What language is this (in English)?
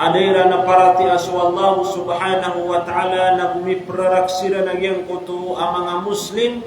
Maranao